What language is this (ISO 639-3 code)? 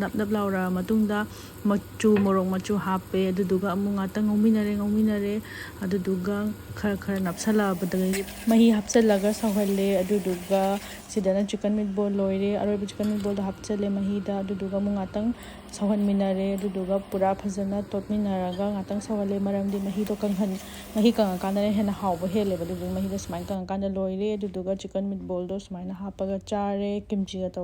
mni